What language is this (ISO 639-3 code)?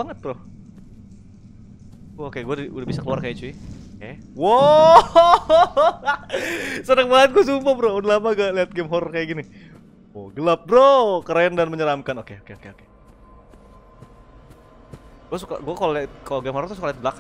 ind